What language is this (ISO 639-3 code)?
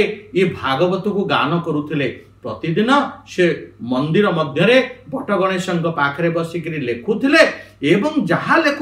ori